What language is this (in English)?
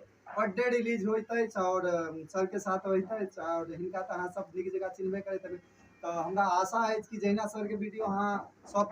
Maithili